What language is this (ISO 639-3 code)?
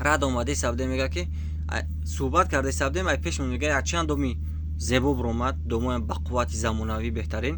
tgk